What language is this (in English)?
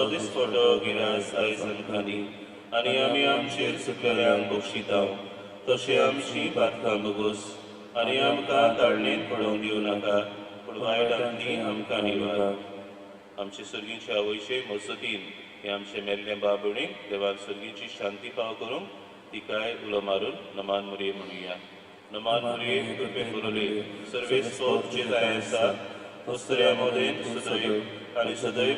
Konkani